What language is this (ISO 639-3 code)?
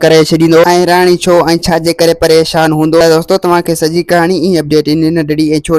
snd